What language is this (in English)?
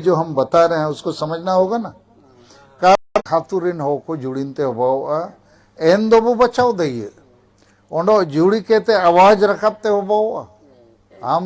Santali